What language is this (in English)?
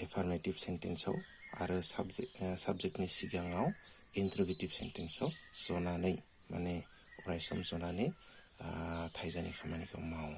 Bodo